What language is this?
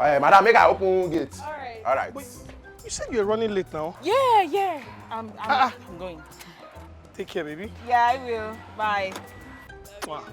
Nigerian Pidgin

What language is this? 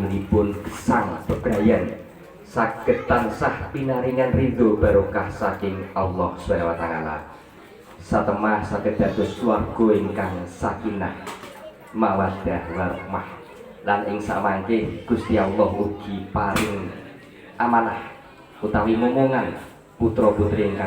Javanese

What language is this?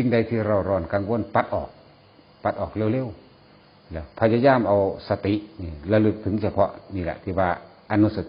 Northeastern Thai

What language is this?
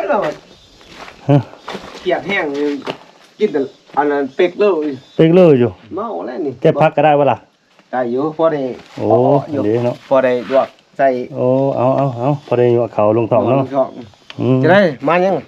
Lao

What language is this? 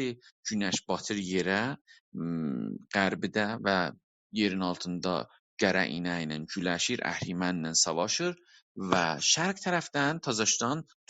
South Azerbaijani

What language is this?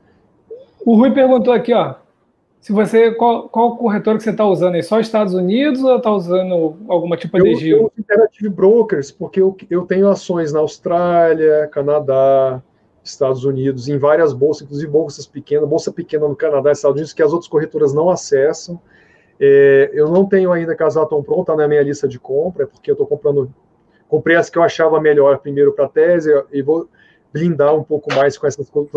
Portuguese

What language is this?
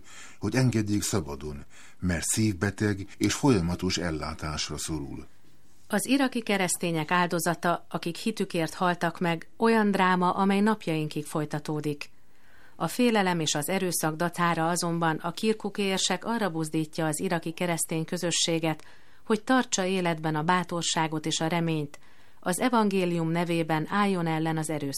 Hungarian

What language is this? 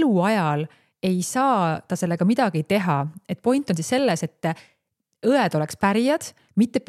Estonian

